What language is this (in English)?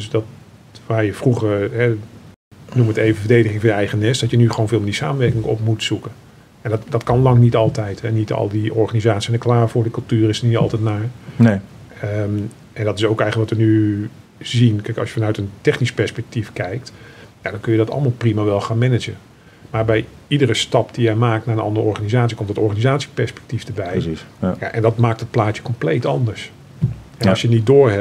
Dutch